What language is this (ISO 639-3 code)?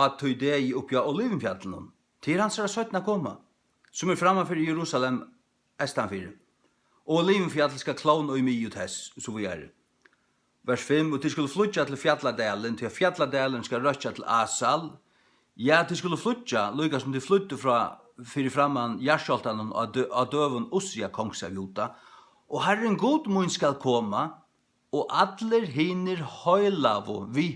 fao